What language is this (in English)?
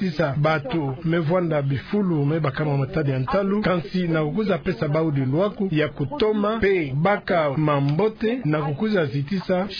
Kituba (Democratic Republic of Congo)